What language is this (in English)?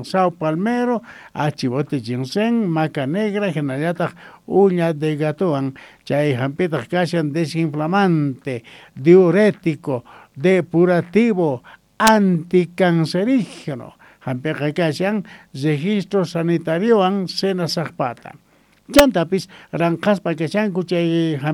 South Bolivian Quechua